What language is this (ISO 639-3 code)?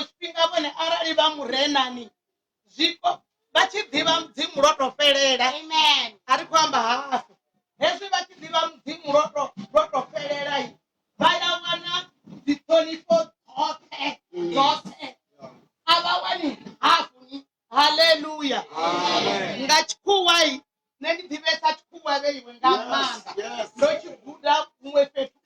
ven